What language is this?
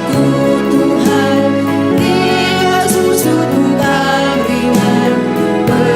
Batak Karo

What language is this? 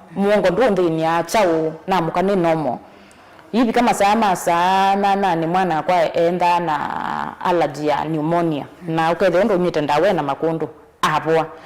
Kamba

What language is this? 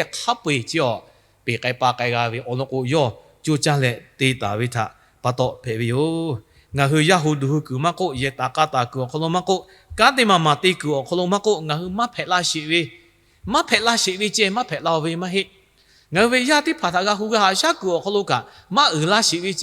Lahu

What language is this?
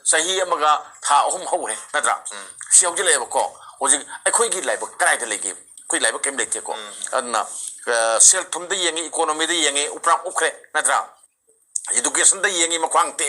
Manipuri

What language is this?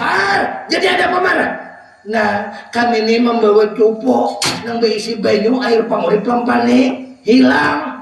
Banjar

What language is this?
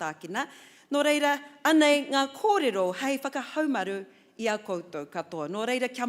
Māori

